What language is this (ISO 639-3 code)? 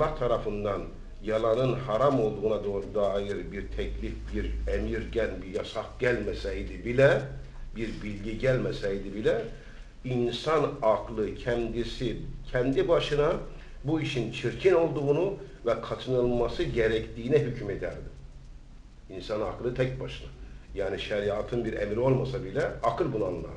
tur